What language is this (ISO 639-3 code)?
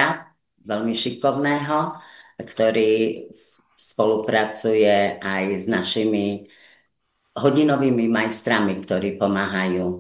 slk